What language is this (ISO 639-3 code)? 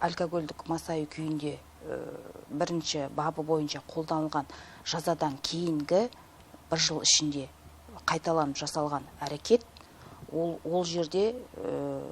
kaz